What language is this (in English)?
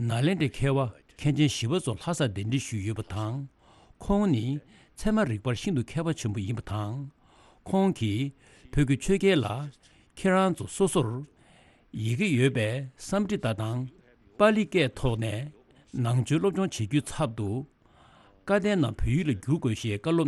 Tibetan